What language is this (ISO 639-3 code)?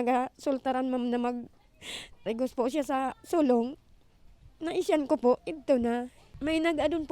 bik